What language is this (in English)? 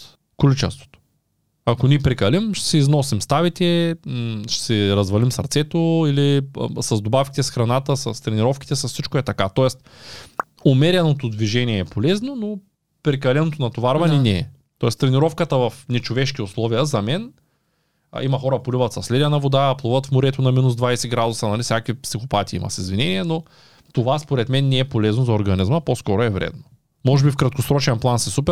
Bulgarian